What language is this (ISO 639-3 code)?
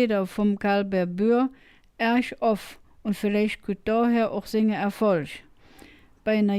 ksh